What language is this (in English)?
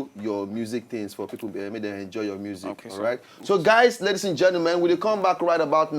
Nigerian Pidgin